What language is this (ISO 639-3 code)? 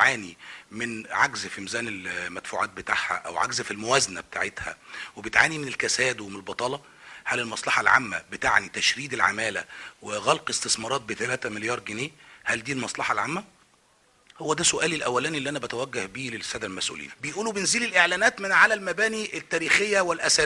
arz